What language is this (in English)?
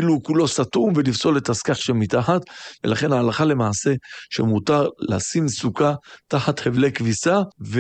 Hebrew